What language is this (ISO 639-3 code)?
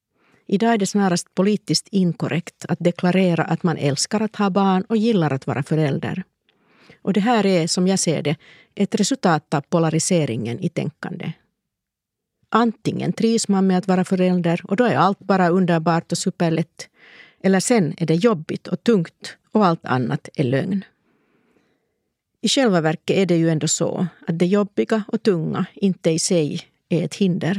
swe